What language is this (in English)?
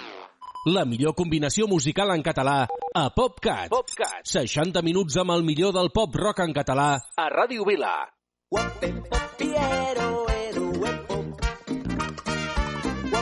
Catalan